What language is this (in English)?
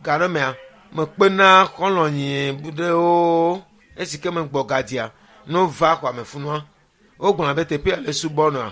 Ewe